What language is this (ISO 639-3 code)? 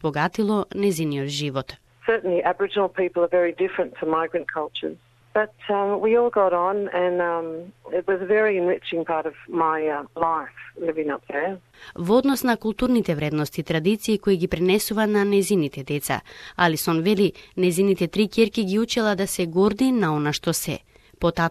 mkd